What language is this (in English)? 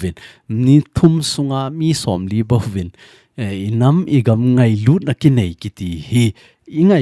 Thado Chin